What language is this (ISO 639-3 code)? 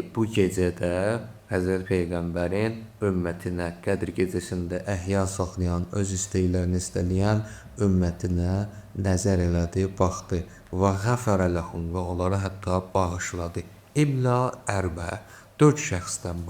aze